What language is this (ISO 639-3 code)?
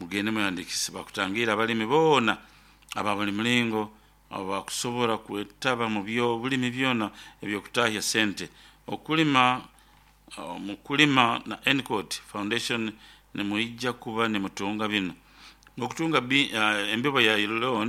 nyo